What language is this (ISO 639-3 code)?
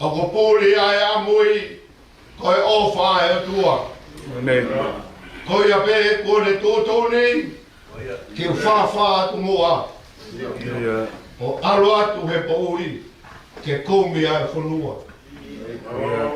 ton